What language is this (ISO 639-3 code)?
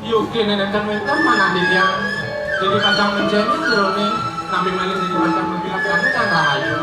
ban